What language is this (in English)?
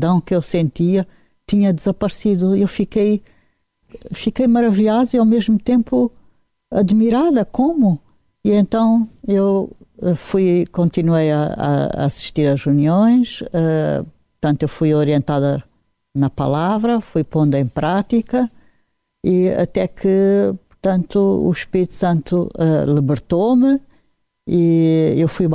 Portuguese